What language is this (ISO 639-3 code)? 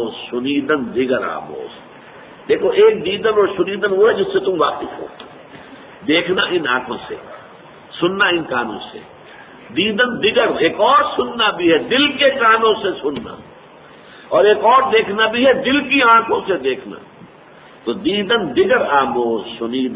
urd